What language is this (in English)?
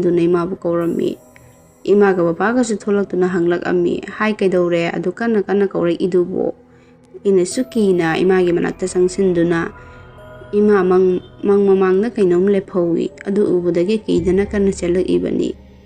Manipuri